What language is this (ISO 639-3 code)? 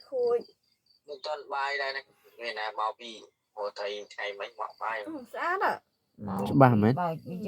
khm